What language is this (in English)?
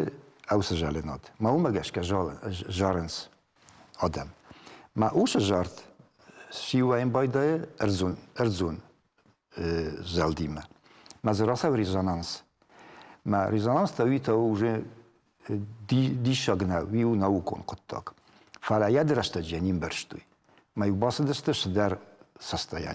Ossetic